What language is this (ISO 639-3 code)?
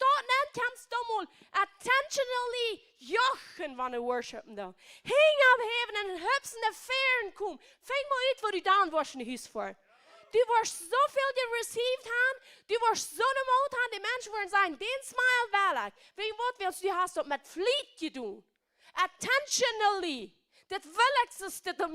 pdt